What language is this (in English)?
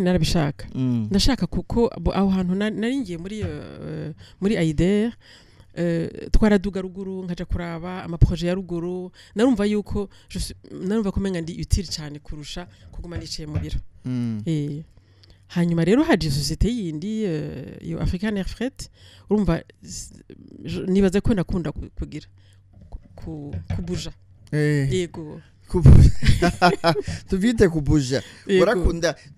Rundi